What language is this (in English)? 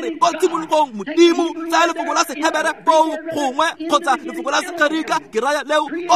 Tswana